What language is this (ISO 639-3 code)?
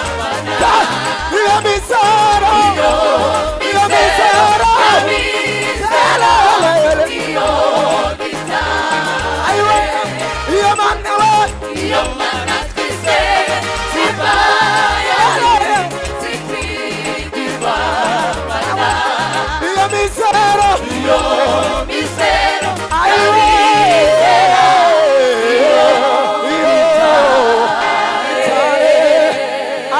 kin